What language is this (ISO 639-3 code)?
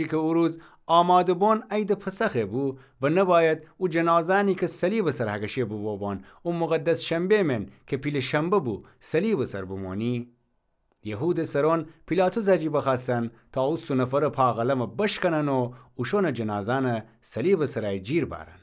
glk